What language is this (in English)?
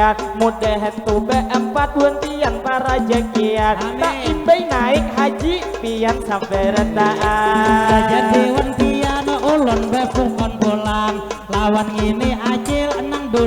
Banjar